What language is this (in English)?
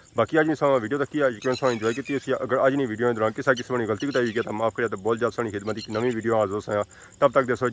Pahari-Potwari